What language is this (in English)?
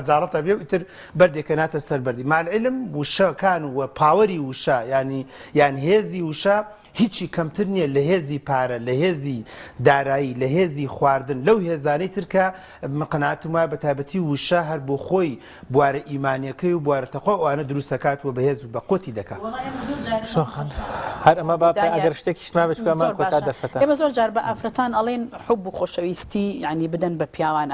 Central Kurdish